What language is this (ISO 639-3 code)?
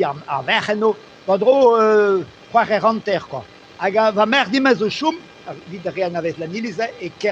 bre